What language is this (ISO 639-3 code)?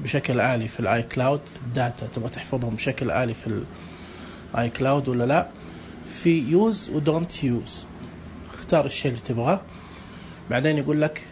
ars